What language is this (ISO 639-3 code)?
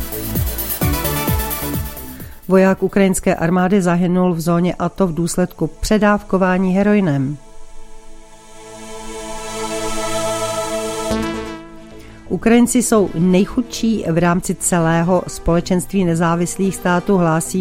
ces